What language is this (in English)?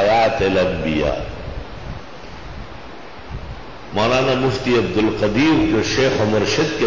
Urdu